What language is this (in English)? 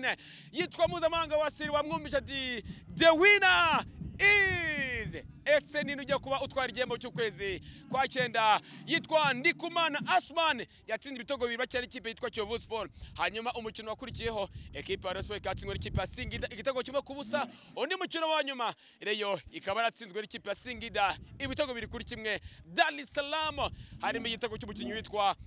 Kinyarwanda